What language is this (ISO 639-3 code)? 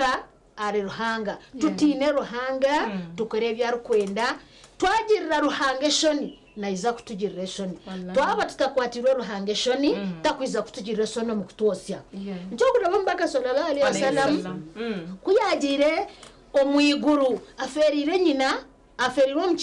nyn